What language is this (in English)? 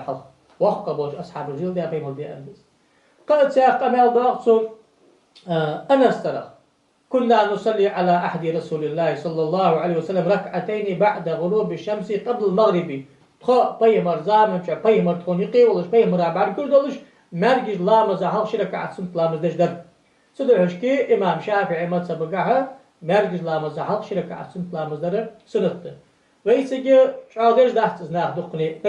Ingush